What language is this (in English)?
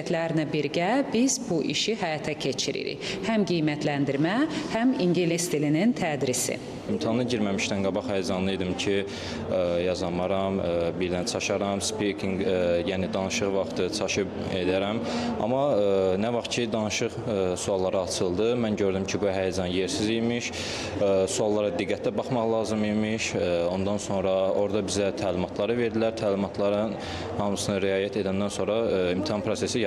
Azerbaijani